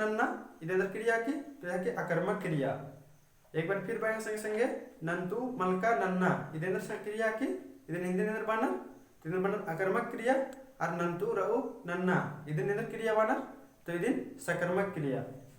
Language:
Kurukh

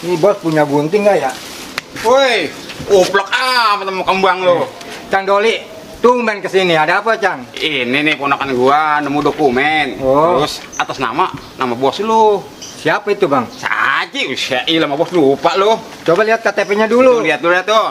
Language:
Betawi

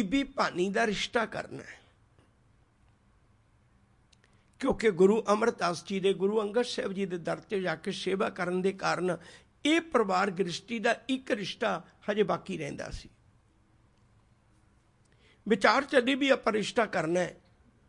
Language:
Punjabi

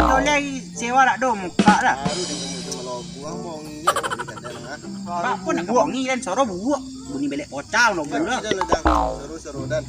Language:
Minangkabau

